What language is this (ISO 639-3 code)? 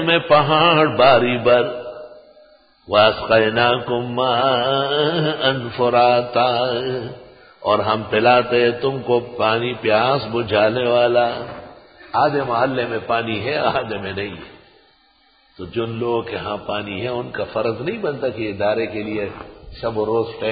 urd